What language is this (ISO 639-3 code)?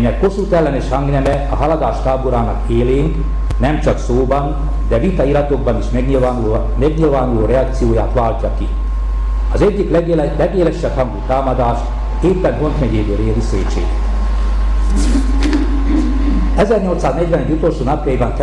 hun